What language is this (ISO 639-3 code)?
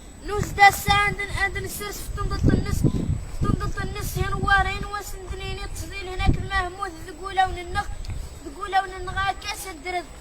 kab